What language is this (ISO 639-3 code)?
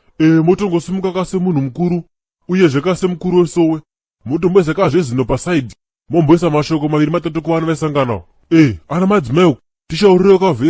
sna